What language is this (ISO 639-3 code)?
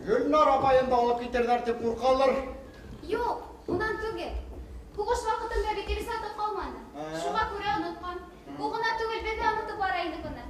bak